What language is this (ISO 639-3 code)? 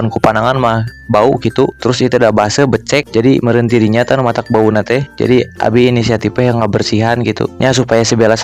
sun